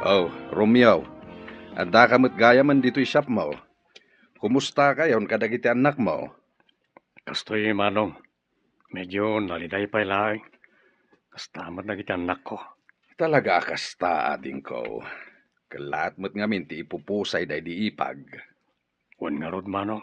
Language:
Iloko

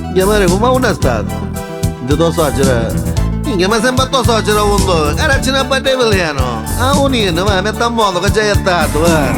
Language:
Neapolitan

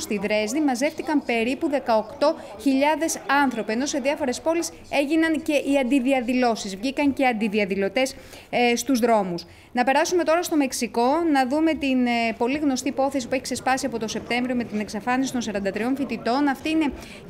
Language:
Greek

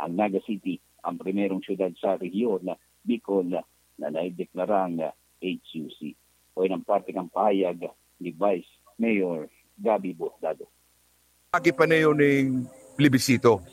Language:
Bikol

